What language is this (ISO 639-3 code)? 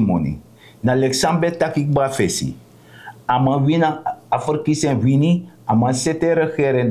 srn